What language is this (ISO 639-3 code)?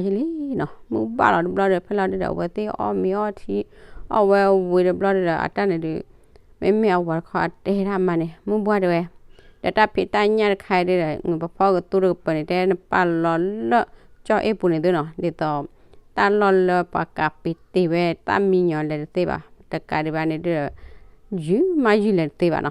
ksw